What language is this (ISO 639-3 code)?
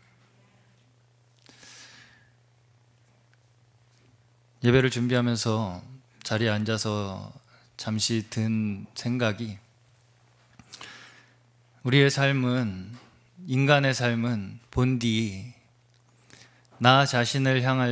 kor